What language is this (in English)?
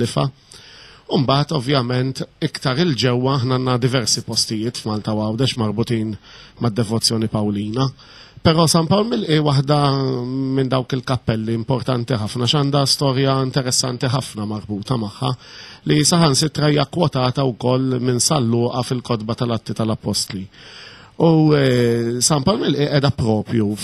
Maltese